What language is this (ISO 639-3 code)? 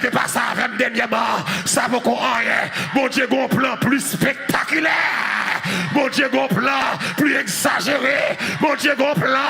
hat